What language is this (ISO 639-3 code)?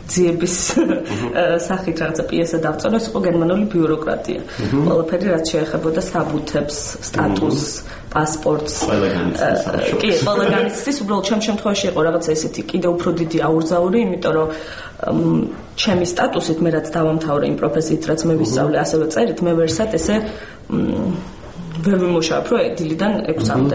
kat